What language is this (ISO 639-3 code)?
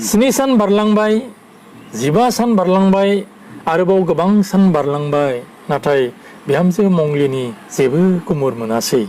brx